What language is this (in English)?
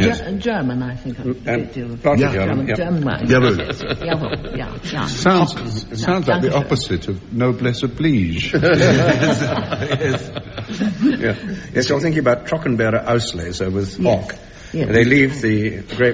English